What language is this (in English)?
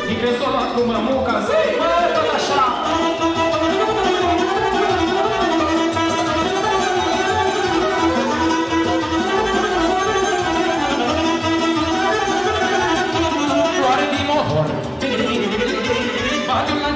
Romanian